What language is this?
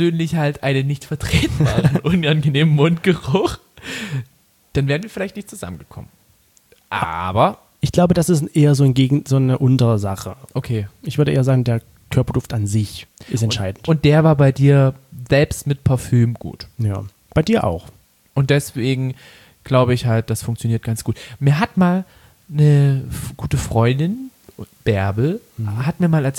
German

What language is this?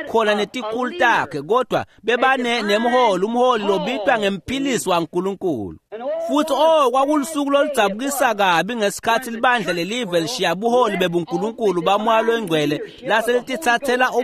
Swati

